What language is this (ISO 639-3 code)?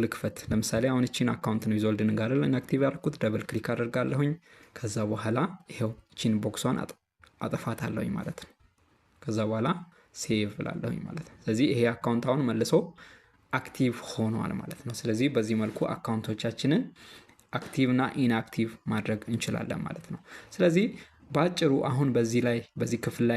amh